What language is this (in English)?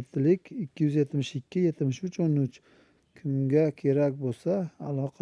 Uzbek